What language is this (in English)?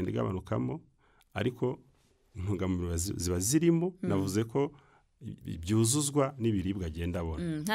Kinyarwanda